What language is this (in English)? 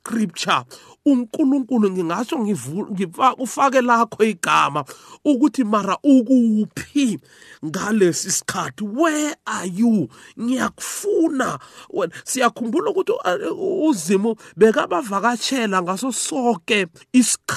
South Ndebele